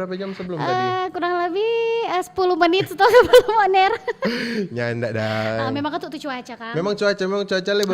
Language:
Manado Malay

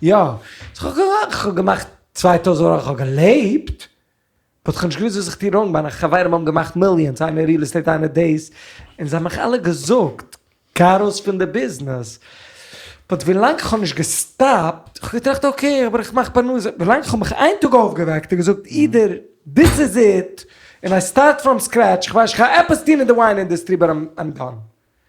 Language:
Yiddish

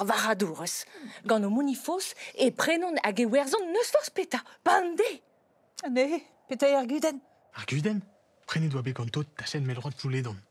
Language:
Breton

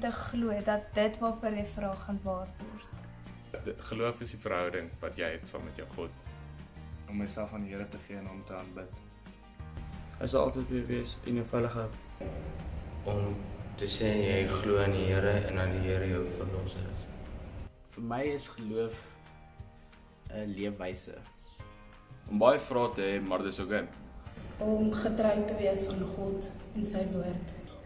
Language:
Afrikaans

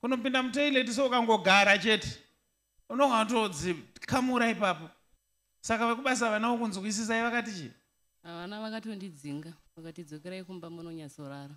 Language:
Shona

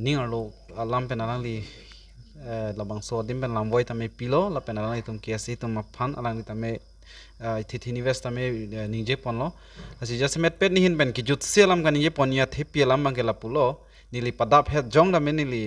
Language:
Karbi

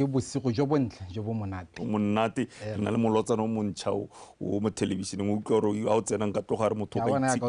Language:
Tswana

